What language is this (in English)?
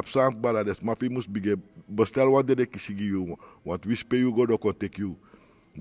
Sranan Tongo